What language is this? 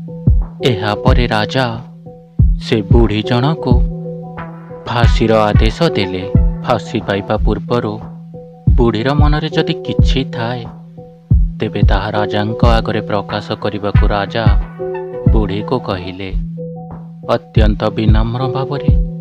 Odia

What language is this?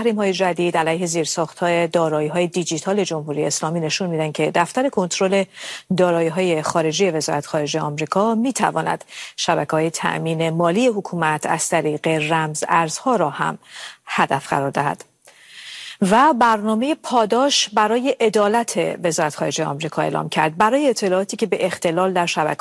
Persian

